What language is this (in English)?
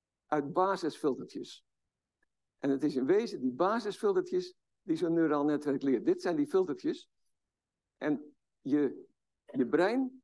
Dutch